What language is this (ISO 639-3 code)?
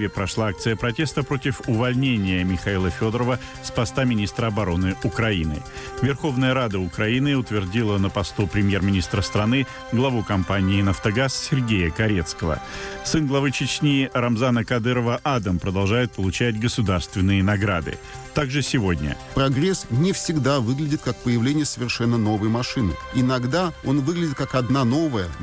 rus